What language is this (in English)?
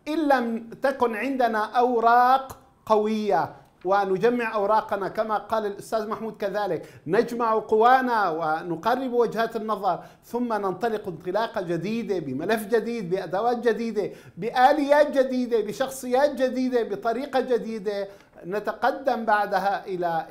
Arabic